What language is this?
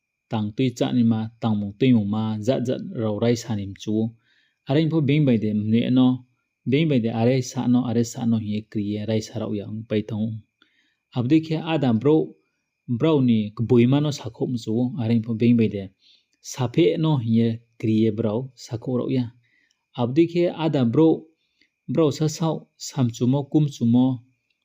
Riang (India)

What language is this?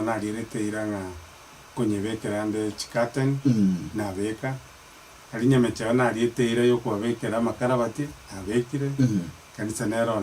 Gusii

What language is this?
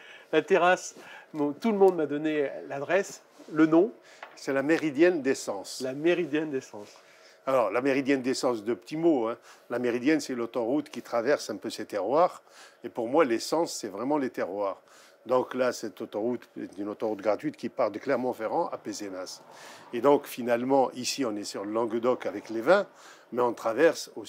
French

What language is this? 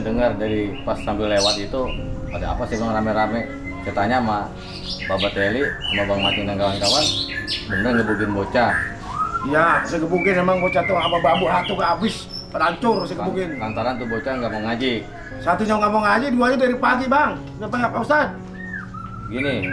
Betawi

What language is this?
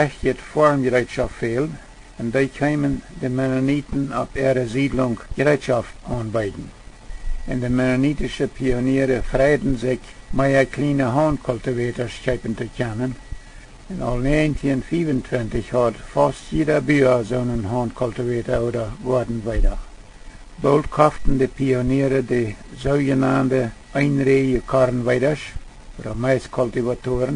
Plautdietsch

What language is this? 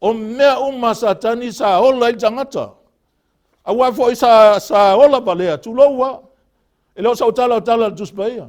Samoan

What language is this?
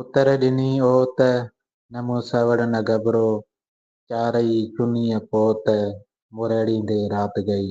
Sindhi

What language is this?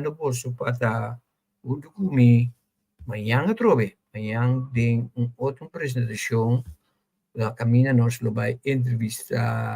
Papiamento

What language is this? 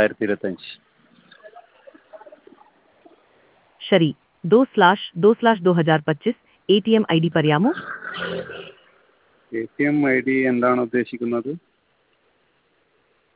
Malayalam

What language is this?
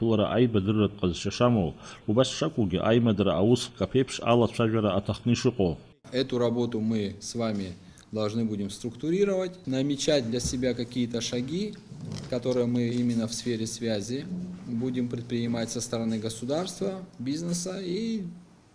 Abkhazian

